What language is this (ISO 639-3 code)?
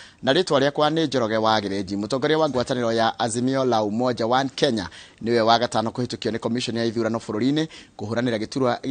kik